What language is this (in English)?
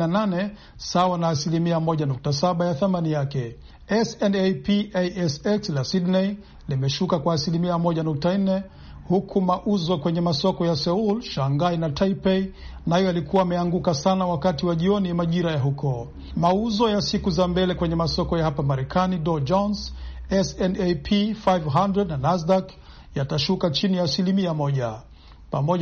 Swahili